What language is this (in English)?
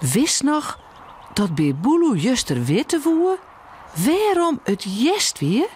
Western Frisian